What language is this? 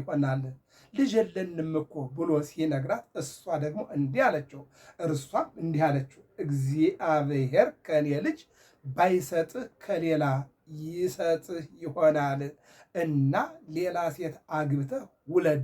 Amharic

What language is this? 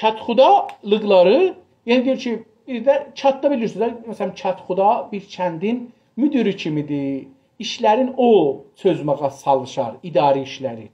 South Azerbaijani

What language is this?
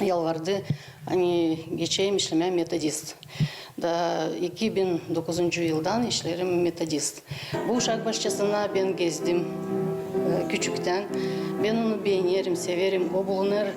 Gagauz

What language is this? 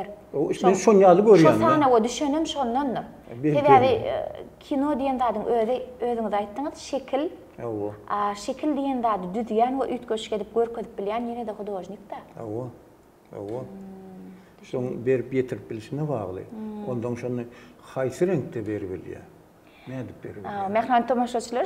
Turkmen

